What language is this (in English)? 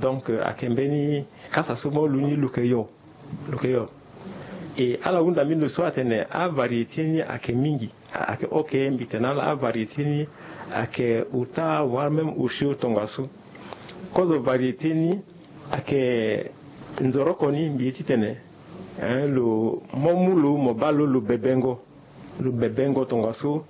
Sango